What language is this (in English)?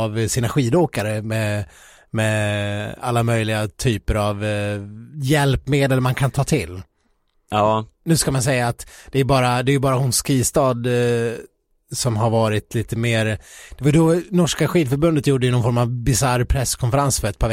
Swedish